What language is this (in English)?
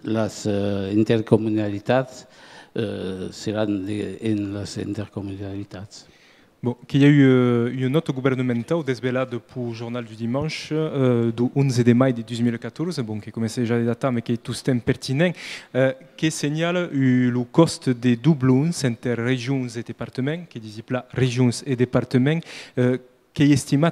Occitan